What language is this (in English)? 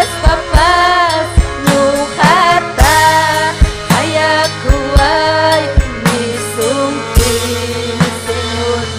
Ayacucho Quechua